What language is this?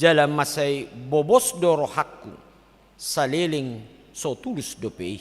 Batak Toba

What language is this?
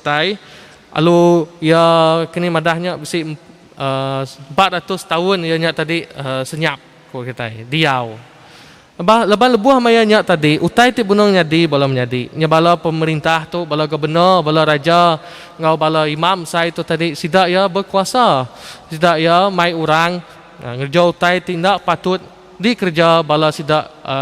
Iban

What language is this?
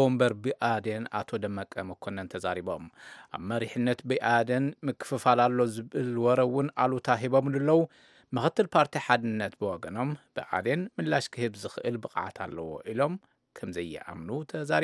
Tigrinya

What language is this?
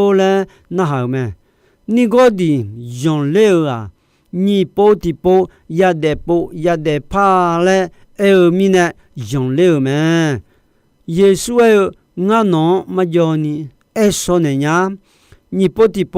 Akha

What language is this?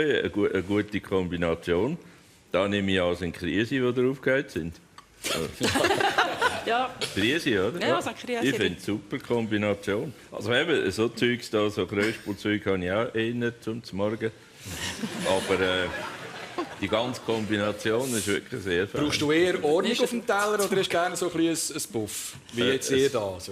Swiss German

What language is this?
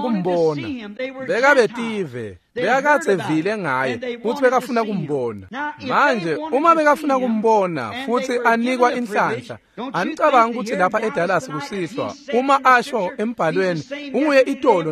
Swati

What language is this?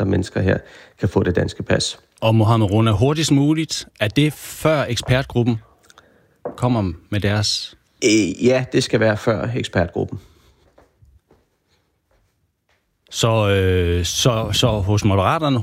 Danish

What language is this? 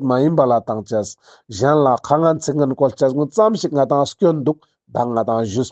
Ladakhi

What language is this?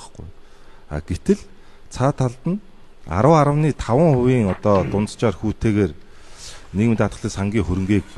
Mongolian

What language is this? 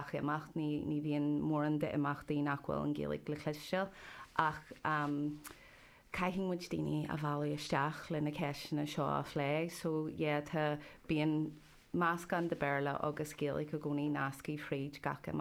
Irish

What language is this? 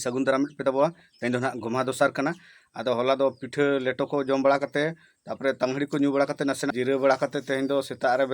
Santali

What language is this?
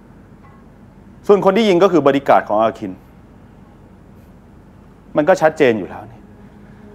Thai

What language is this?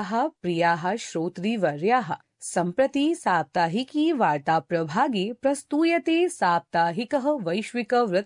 Sanskrit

